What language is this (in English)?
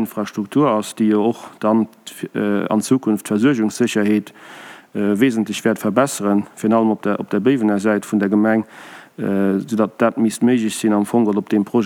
Luxembourgish